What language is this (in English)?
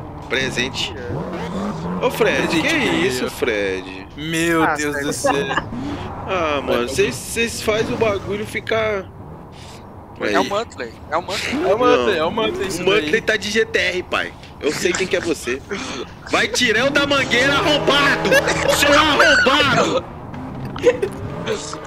Portuguese